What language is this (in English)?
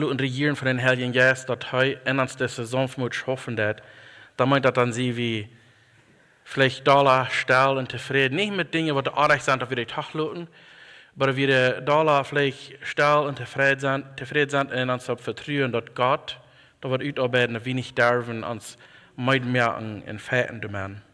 Plautdietsch